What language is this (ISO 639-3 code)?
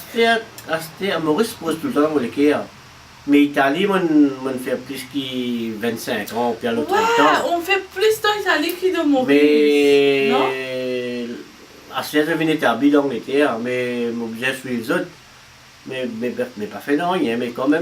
mfe